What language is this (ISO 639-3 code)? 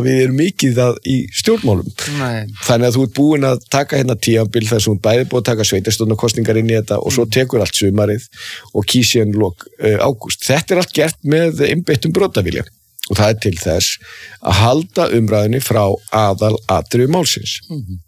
isl